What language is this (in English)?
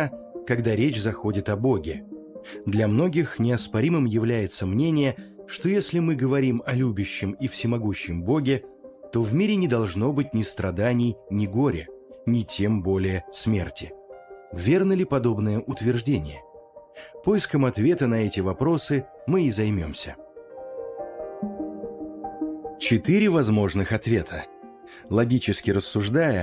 Russian